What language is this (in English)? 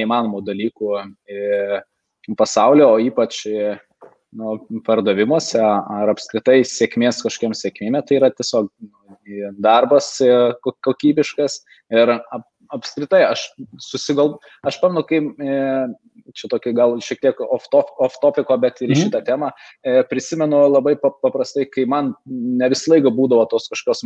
Lithuanian